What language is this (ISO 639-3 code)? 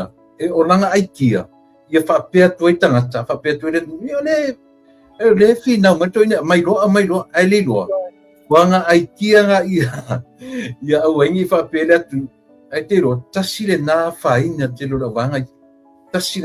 smo